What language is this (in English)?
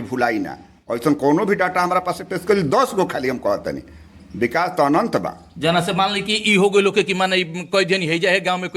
Bhojpuri